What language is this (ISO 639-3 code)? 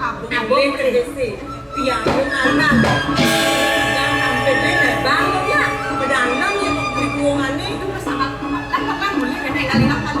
ban